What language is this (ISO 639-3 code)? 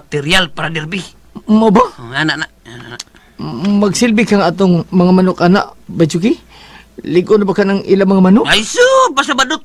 ceb